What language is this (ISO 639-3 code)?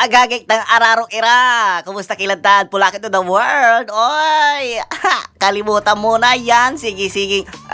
pag